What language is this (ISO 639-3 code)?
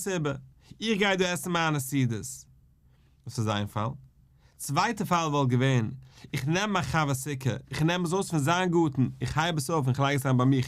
yid